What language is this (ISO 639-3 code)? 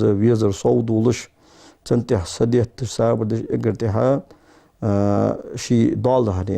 inh